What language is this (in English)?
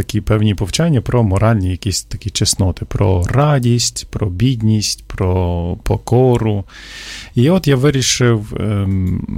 Ukrainian